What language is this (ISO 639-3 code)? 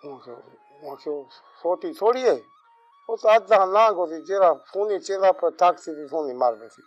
skr